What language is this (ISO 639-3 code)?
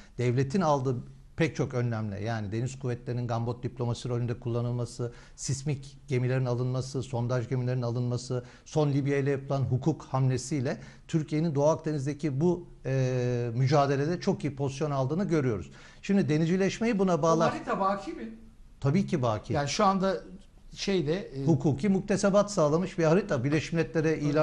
tur